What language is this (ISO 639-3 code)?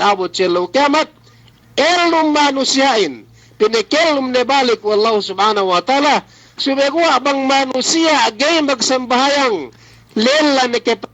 yka